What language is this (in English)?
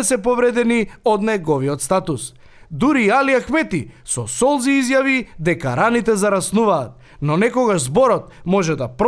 Macedonian